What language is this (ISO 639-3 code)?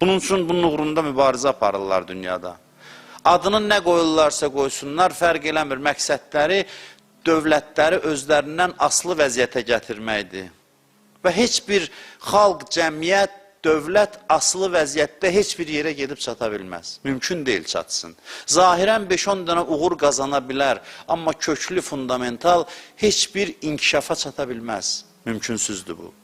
aze